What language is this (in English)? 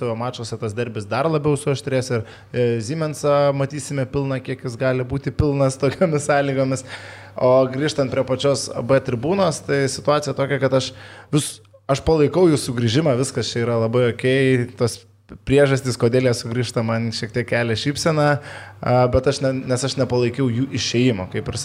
Lithuanian